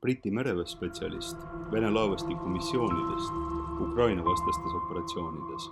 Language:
Estonian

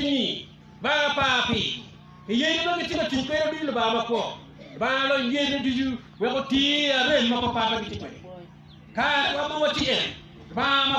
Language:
Acoli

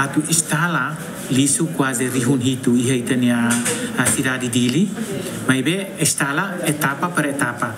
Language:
Tetum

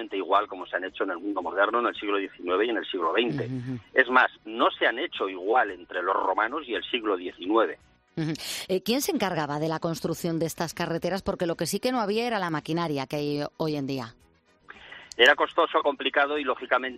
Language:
Spanish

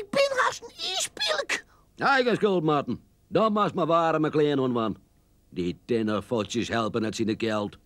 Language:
Western Frisian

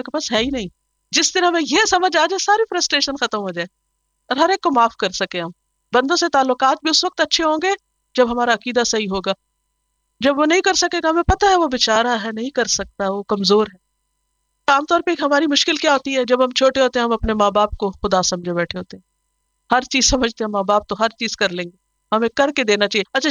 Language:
Urdu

